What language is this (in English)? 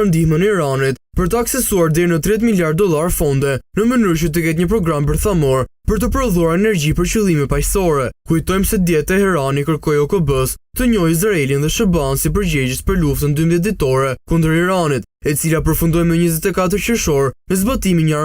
Albanian